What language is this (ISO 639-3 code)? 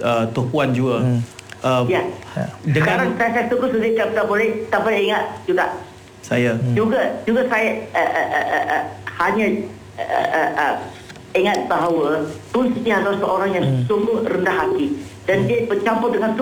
msa